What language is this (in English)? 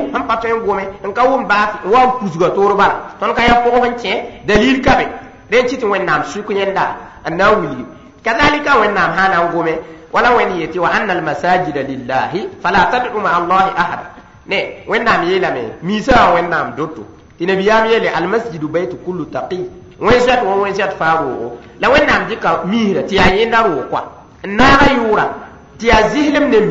Mossi